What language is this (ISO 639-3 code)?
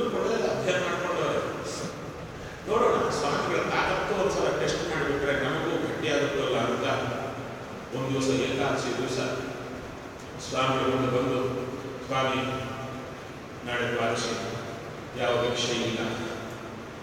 kan